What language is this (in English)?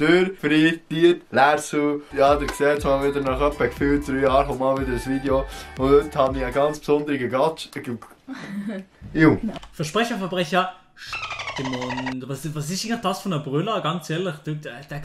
Swiss German